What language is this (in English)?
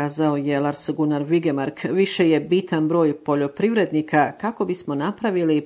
Bosnian